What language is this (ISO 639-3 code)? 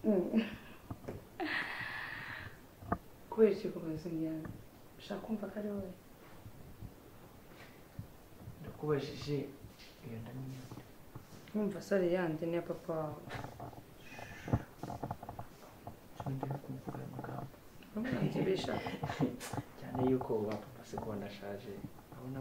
kin